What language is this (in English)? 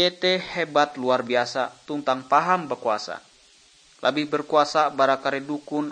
Ngaju